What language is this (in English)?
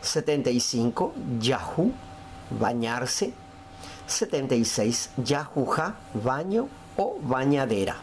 Guarani